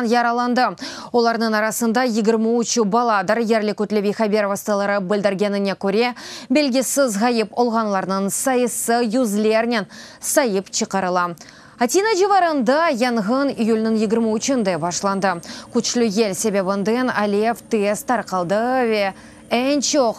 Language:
Crimean Tatar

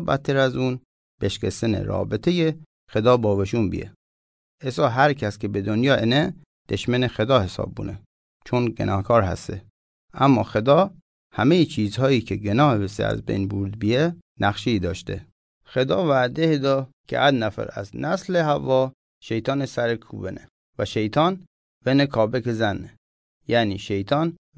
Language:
Mazanderani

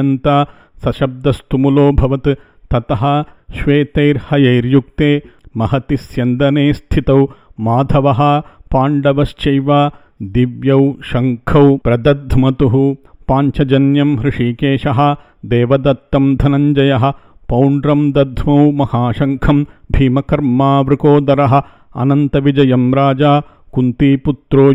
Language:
Sanskrit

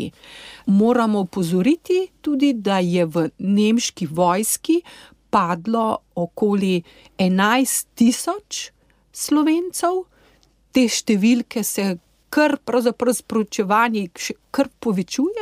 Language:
Slovenian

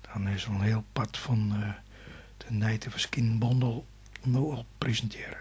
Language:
Western Frisian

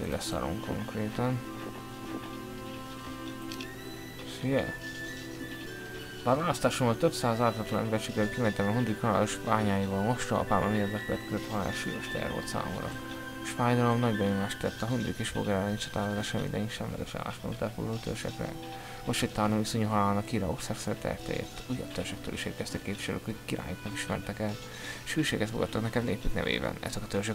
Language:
Hungarian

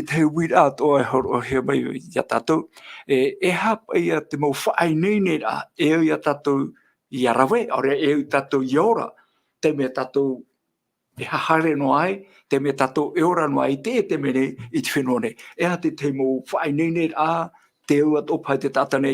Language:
Tahitian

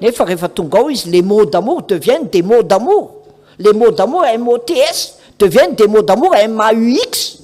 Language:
Malagasy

